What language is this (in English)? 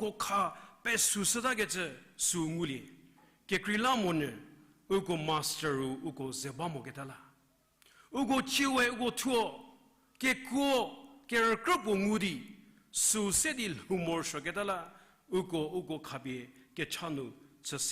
Angami Naga